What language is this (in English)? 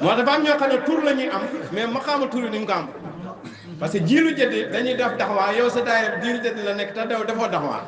Wolof